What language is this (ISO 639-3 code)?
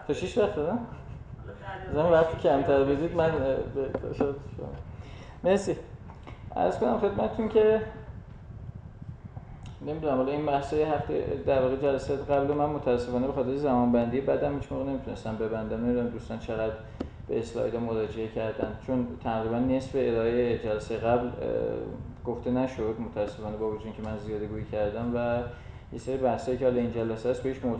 fas